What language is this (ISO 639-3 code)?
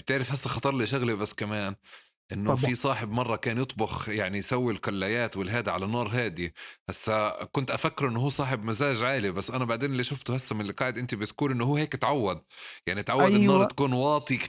apc